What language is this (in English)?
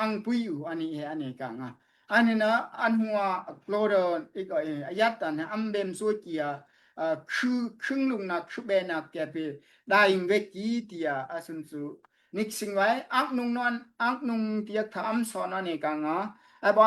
Daai Chin